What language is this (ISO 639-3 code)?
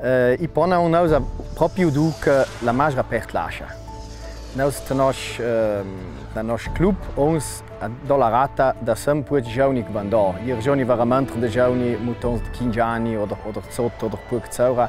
lld